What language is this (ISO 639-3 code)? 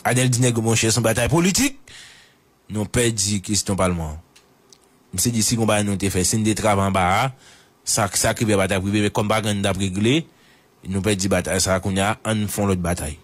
hat